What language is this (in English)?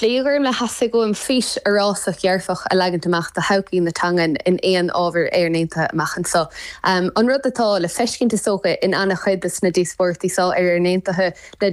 Irish